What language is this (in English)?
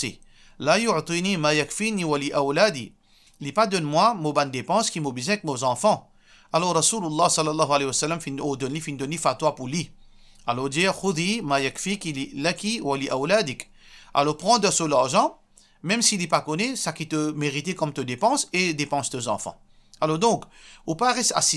Morisyen